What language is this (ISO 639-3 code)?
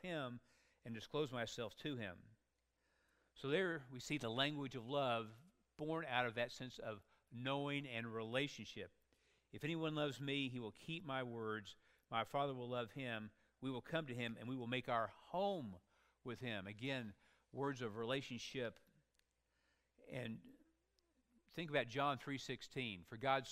eng